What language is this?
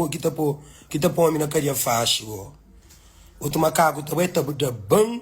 Kabuverdianu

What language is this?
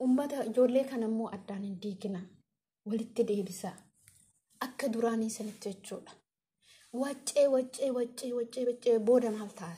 Oromo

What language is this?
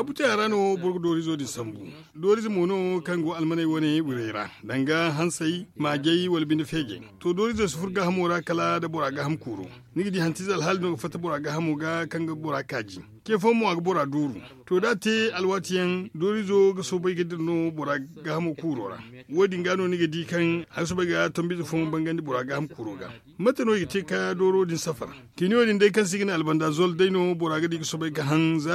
Zarma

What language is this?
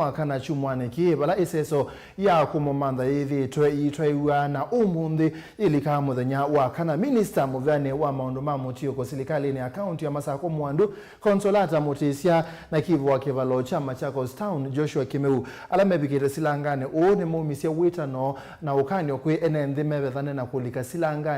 Kamba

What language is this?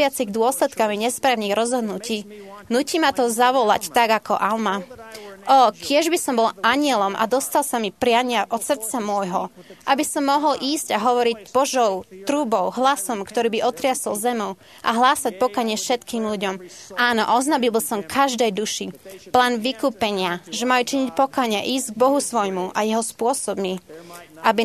Slovak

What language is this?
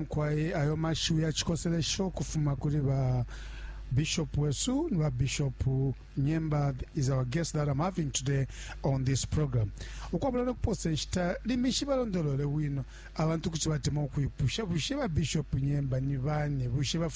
Bemba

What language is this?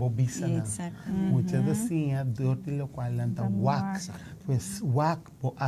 Papiamento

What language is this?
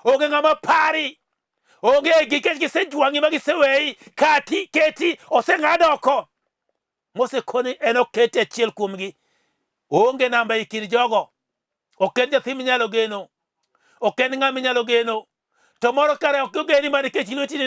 Luo (Kenya and Tanzania)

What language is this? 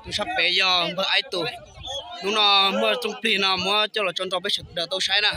Hmong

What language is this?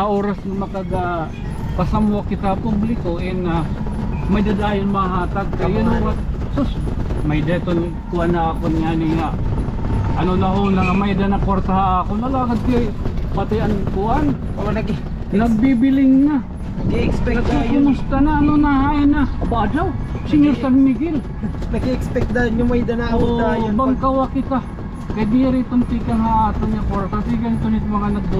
Waray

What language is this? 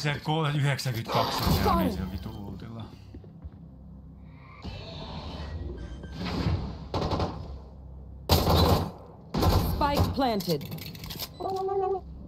Finnish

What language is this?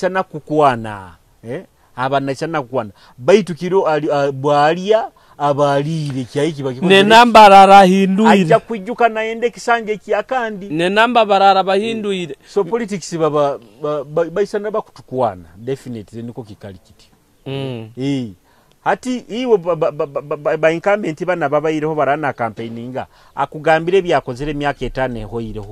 Nyoro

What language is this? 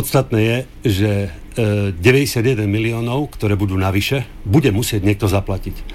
Slovak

